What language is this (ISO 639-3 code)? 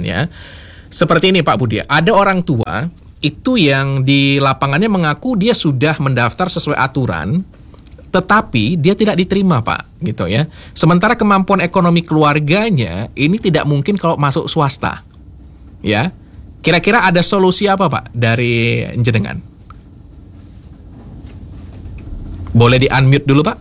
ind